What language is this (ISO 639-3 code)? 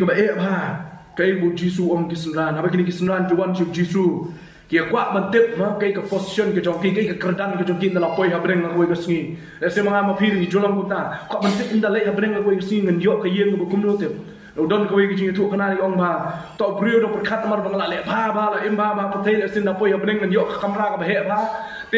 kha